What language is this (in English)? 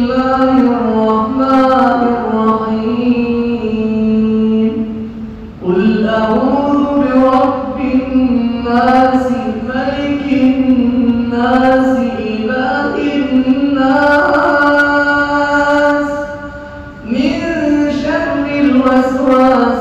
Arabic